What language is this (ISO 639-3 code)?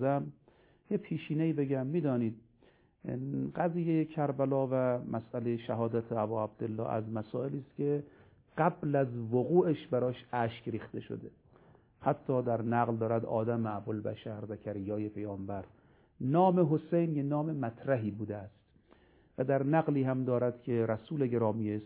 fas